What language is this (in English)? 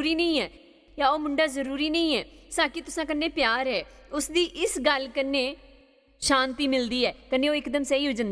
Dogri